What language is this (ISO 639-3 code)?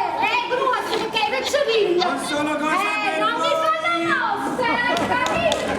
nap